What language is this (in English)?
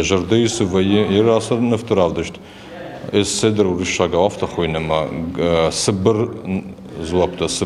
Ossetic